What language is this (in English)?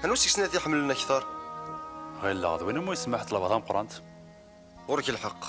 Kabyle